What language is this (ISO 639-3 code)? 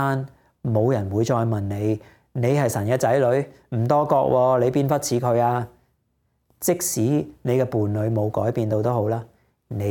yue